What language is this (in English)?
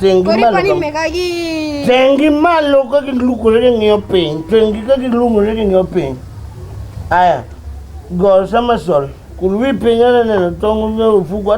Luo (Kenya and Tanzania)